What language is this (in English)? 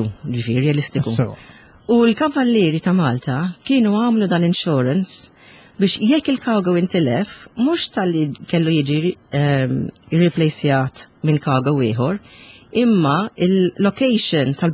Maltese